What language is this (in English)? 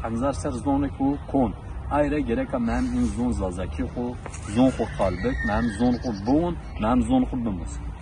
Zaza